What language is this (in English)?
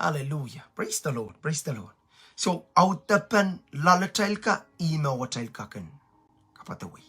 Pohnpeian